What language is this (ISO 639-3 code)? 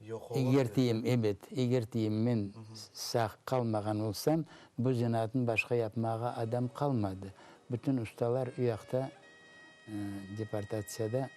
crh